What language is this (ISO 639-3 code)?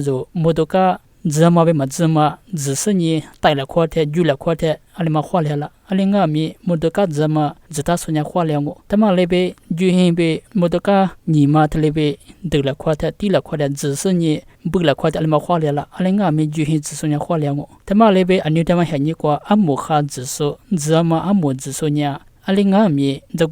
lis